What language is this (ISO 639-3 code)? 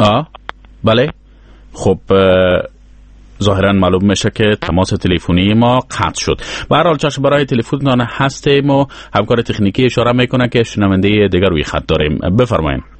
fas